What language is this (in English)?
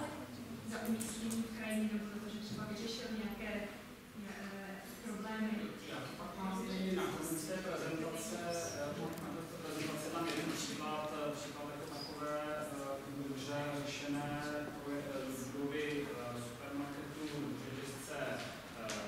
Czech